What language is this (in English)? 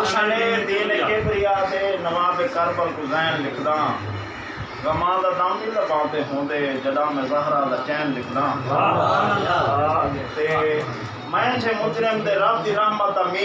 Saraiki